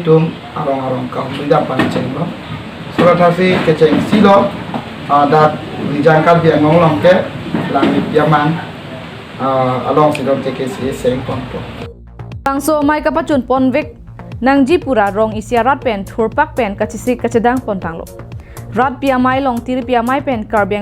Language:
Karbi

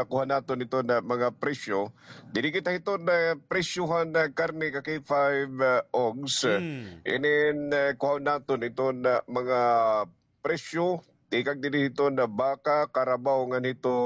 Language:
Waray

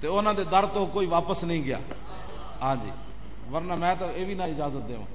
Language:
Western Panjabi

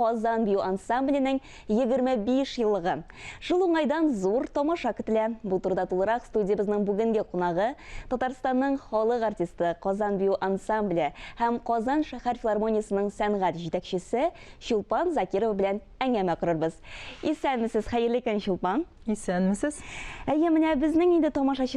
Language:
Tatar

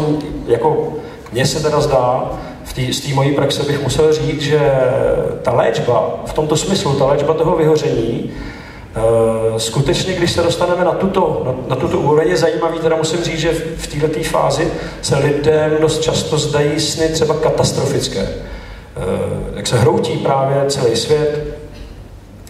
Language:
Czech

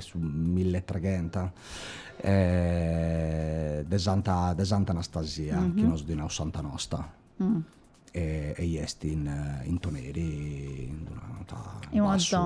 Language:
Sardinian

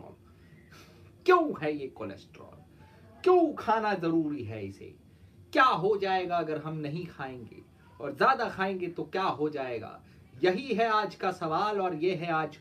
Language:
Hindi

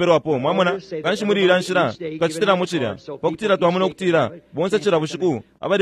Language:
Bemba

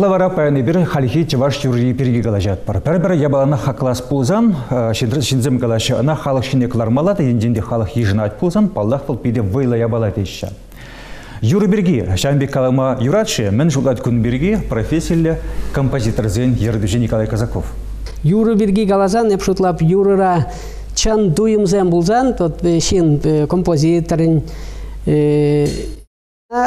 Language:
Chuvash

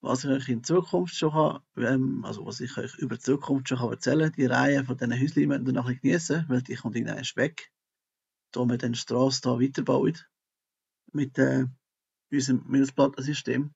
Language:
Swiss German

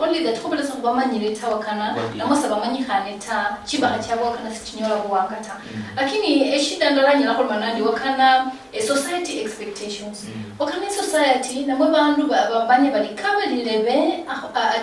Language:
Luyia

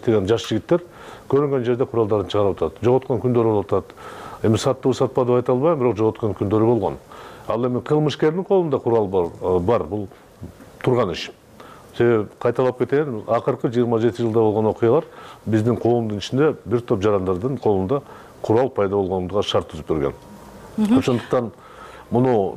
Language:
Kyrgyz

